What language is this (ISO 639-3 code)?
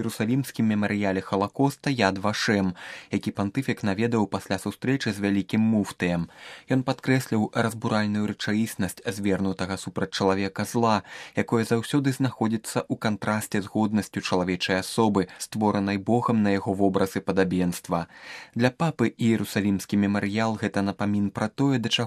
bel